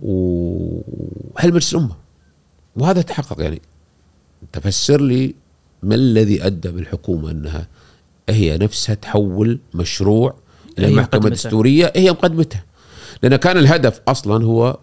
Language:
Gulf Arabic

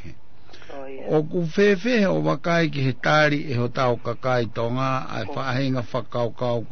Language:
Tongan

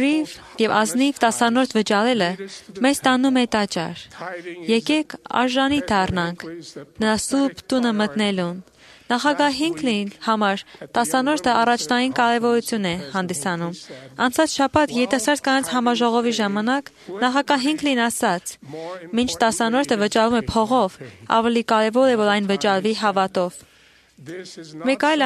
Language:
Armenian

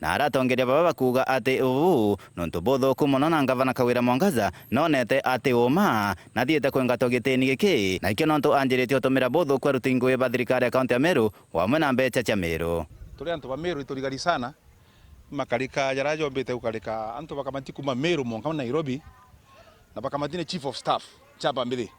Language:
Meru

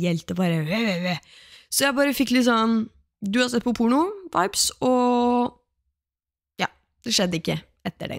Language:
Norwegian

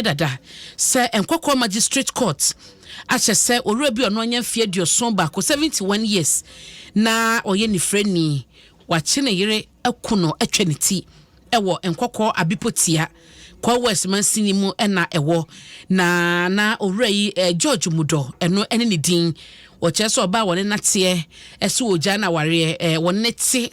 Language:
Akan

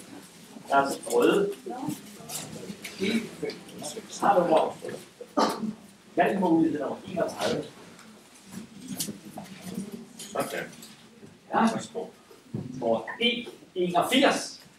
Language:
Danish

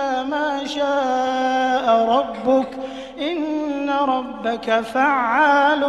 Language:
Arabic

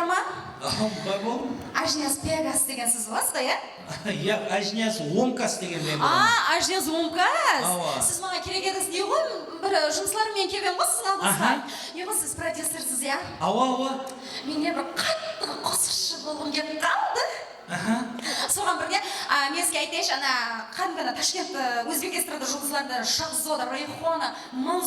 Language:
Kara-Kalpak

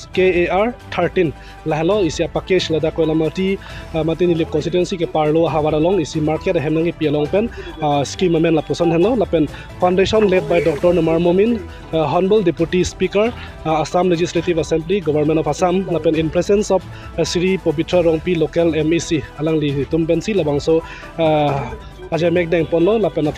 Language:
Karbi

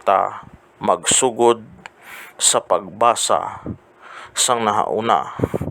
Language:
Hiligaynon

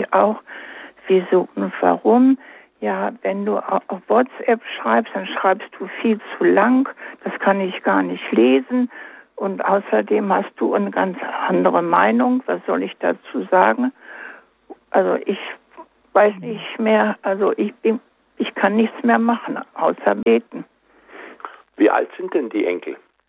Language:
German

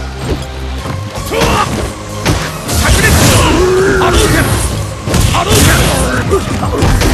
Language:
Japanese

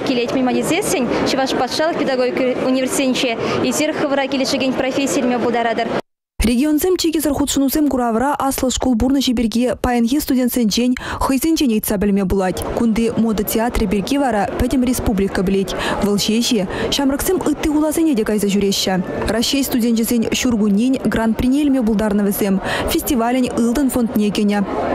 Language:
Chuvash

